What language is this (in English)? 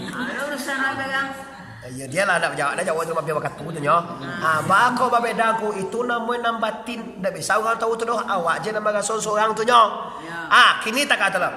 Minangkabau